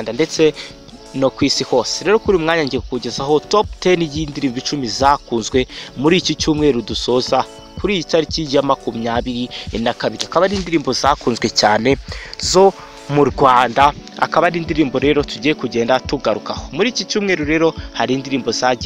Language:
Kinyarwanda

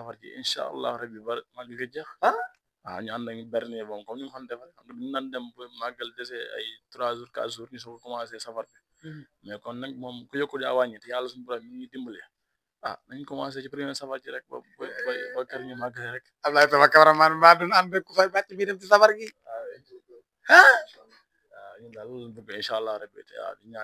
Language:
Wolof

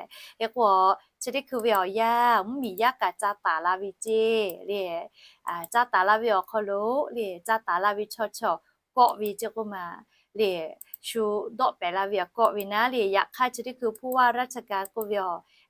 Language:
Lahu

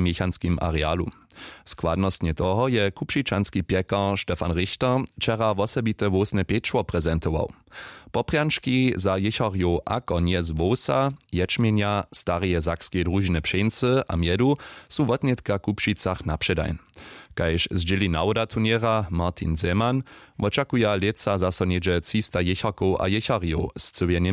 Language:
Upper Sorbian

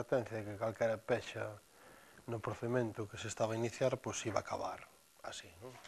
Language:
Galician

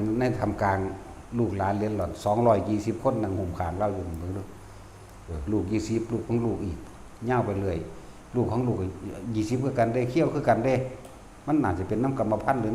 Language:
Northeastern Thai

